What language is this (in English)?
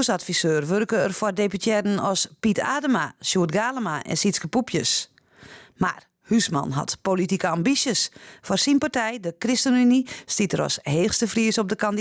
Western Frisian